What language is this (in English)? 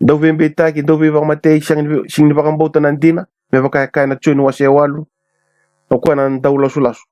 Fijian